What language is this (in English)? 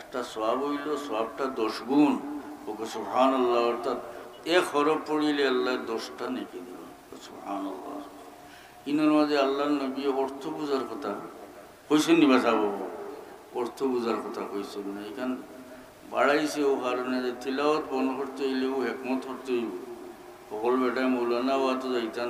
Sylheti